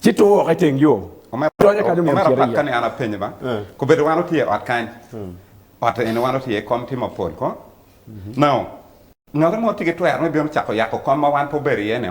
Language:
Acoli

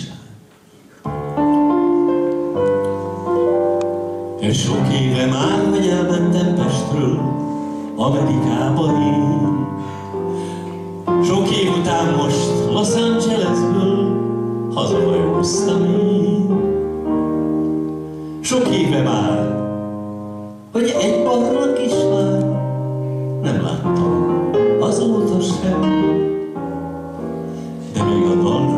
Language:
Hungarian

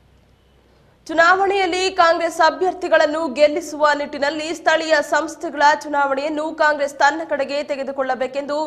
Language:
Kannada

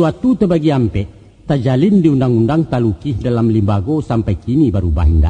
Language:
Minangkabau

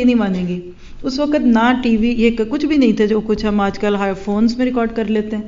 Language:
Urdu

